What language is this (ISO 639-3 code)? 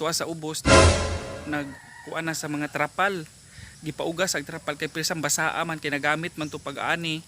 ceb